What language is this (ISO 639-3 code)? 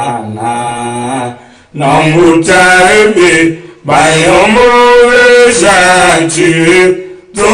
tiv